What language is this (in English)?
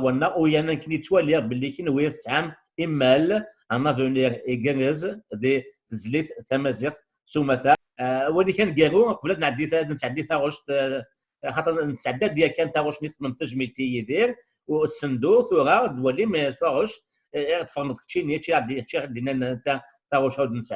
Kabyle